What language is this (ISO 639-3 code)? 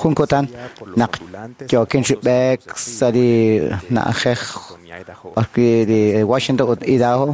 kek